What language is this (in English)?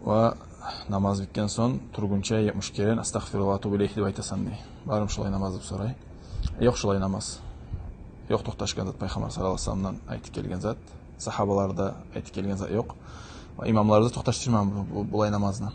Kumyk